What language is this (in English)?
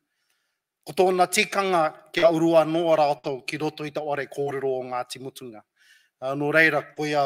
Māori